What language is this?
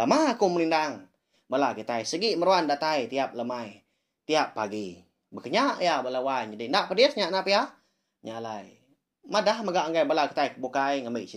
Iban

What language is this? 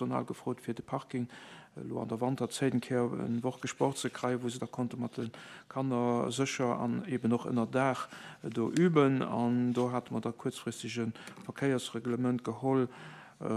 Luxembourgish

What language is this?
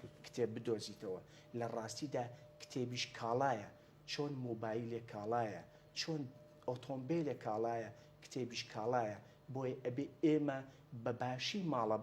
Central Kurdish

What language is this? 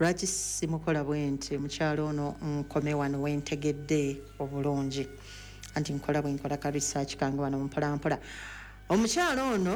Ganda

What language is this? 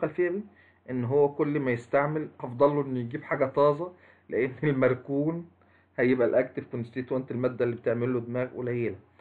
Egyptian Arabic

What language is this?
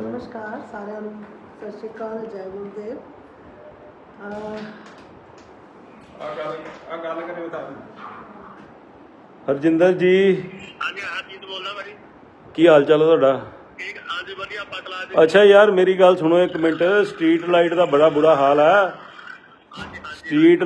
Punjabi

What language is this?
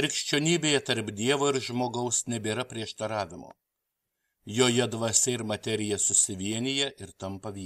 Lithuanian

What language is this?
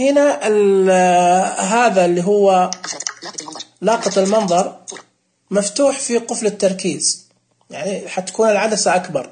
Najdi Arabic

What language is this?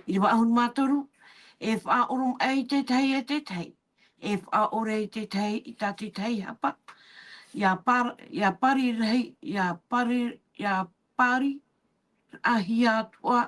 Tahitian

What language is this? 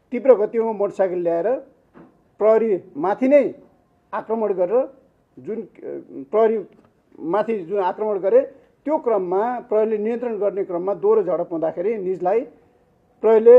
Nepali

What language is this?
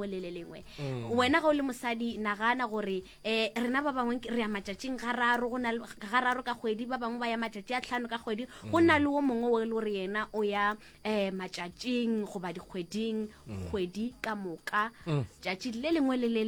Northern Sotho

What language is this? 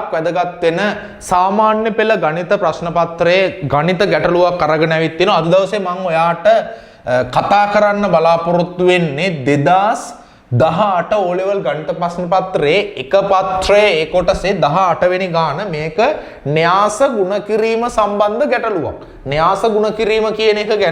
Sinhala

